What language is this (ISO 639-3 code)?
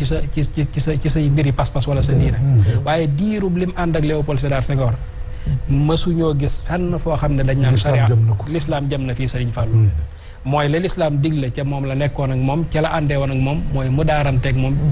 wol